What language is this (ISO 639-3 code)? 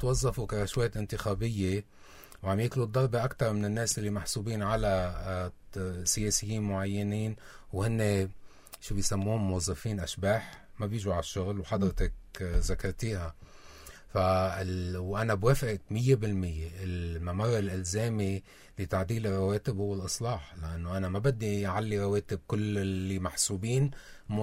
apc